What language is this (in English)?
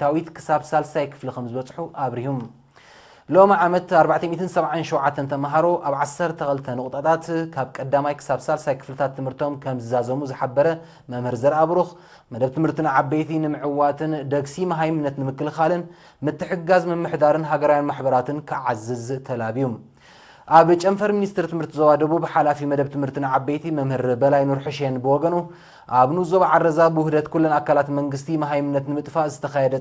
Tigrinya